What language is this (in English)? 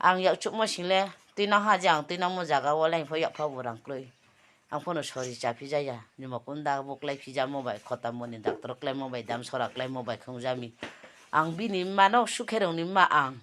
Riang (India)